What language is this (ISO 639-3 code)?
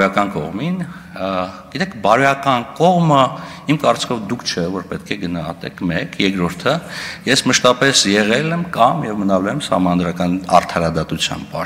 hye